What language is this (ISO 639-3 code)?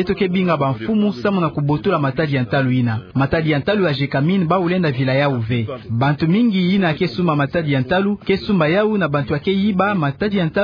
ktu